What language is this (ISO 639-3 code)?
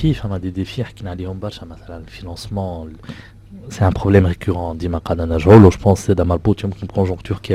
aeb